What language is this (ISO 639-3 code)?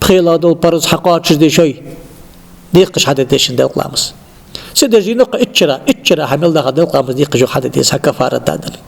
inh